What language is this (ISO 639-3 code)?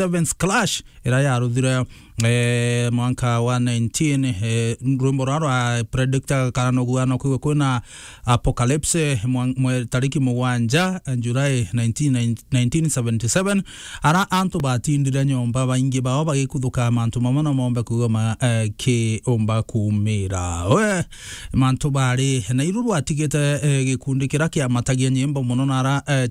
mer